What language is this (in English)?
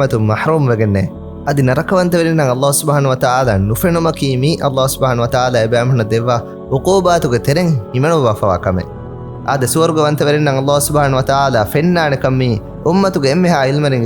Divehi